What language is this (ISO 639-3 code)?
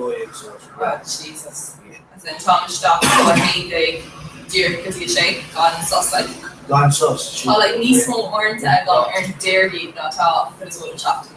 gle